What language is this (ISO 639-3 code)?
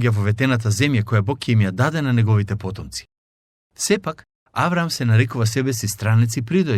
mkd